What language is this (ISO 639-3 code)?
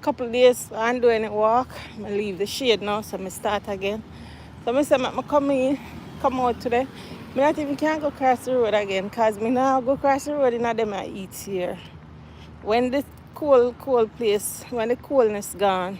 jam